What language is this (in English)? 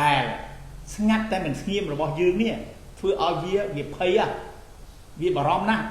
Khmer